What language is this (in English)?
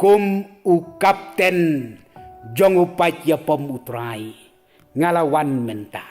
Khasi